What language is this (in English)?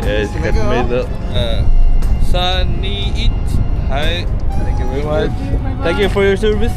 Cebuano